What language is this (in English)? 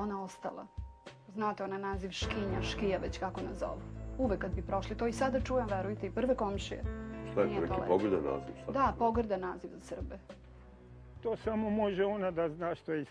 Serbian